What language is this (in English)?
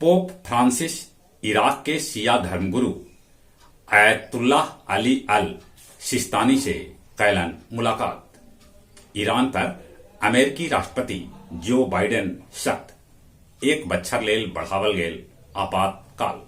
Magahi